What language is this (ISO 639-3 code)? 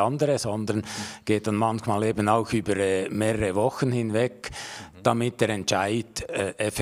gsw